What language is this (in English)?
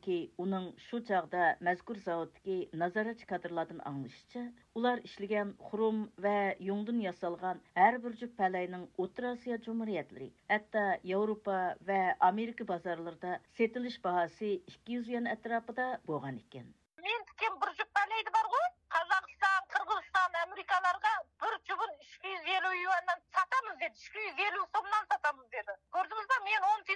Uyghur